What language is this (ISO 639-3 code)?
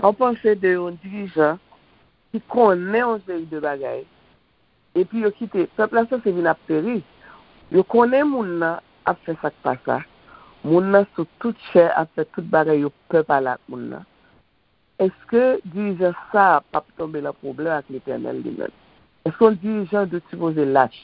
hat